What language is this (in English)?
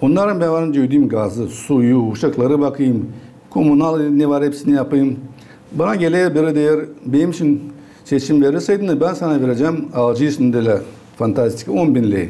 Gagauz